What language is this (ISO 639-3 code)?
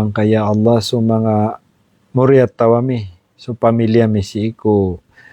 mrw